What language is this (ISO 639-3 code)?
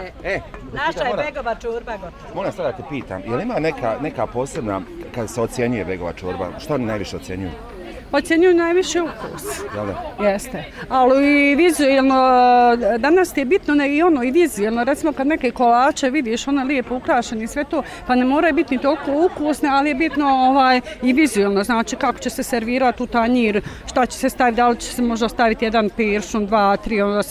bos